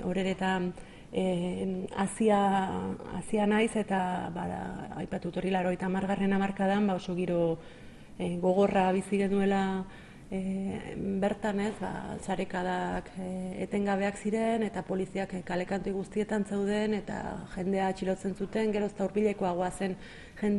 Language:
Basque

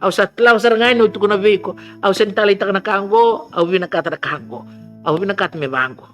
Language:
Fijian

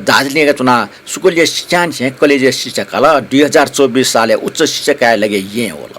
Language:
Newari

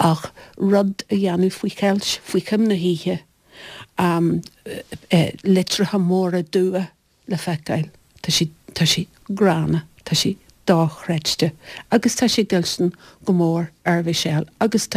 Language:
Irish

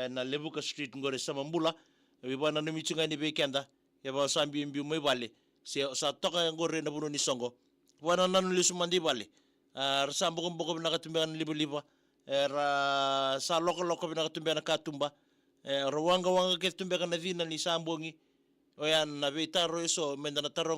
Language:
Fijian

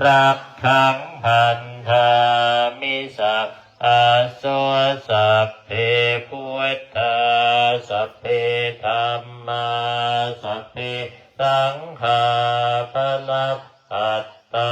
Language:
Pali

